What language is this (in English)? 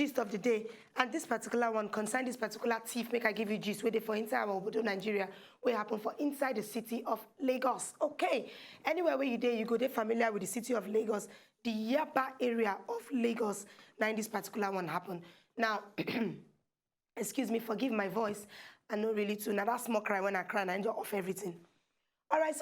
Nigerian Pidgin